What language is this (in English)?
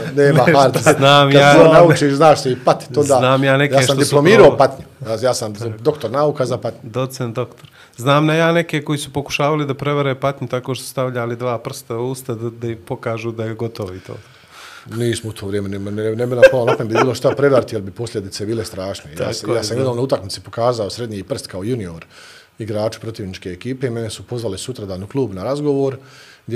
Bosnian